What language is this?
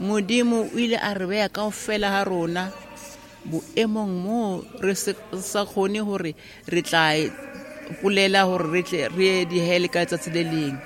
Southern Sotho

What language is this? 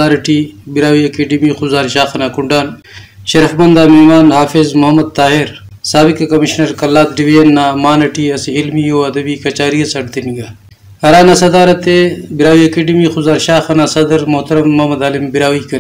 Brahui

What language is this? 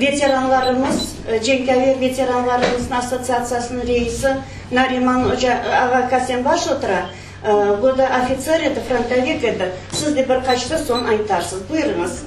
Crimean Tatar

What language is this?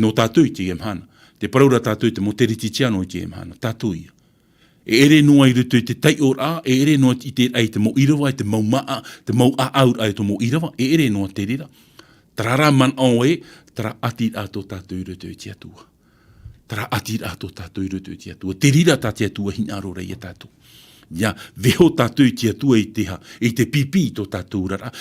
Tahitian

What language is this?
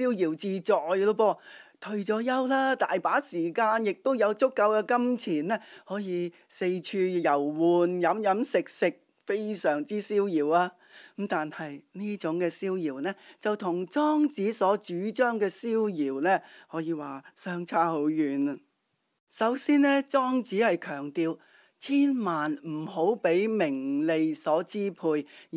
Cantonese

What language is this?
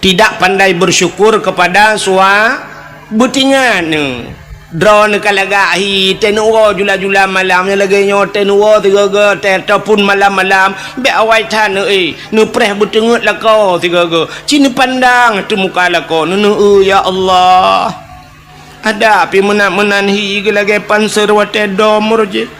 Achinese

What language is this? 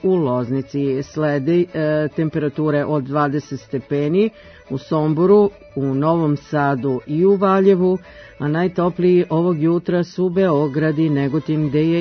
Serbian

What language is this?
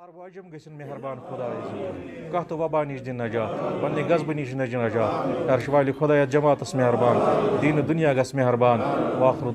Kashmiri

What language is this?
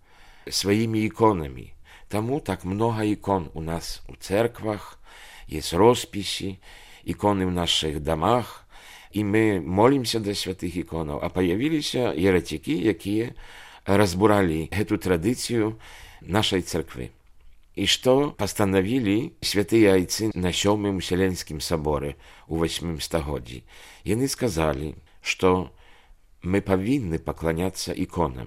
Belarusian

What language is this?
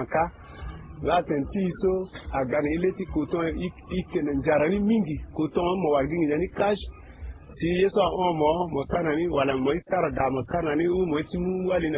Sango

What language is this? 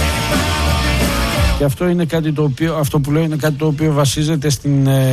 Greek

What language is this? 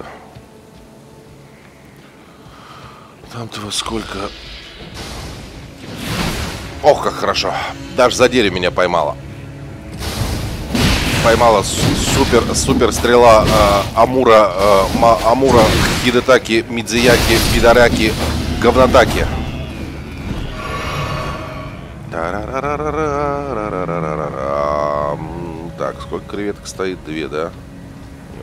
Russian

